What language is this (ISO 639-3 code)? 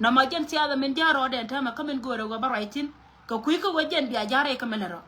nus